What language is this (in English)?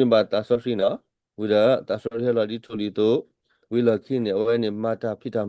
S'gaw Karen